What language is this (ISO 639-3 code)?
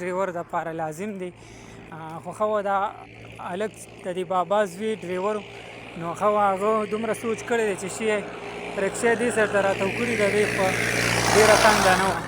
pus